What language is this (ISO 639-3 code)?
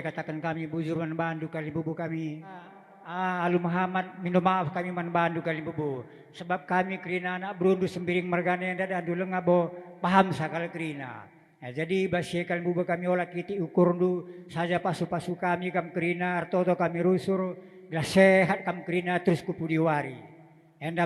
btx